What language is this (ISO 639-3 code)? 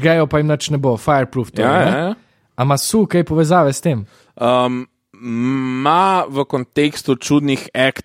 slv